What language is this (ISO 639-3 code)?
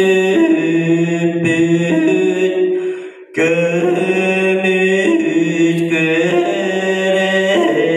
sah